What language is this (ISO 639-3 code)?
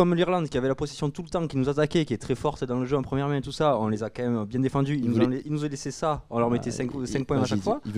fra